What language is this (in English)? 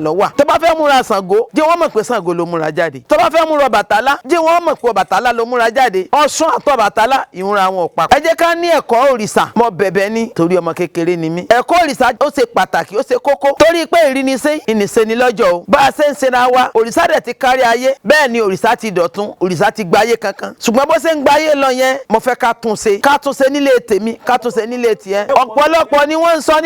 Yoruba